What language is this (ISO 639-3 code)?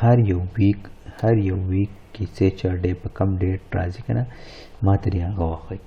pus